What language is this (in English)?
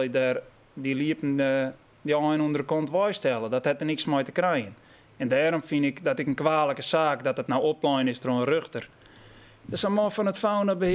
Western Frisian